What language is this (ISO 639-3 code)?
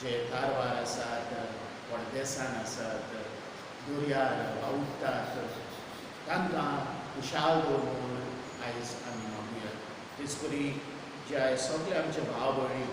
kok